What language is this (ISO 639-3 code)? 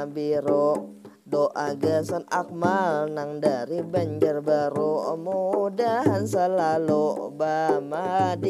bjn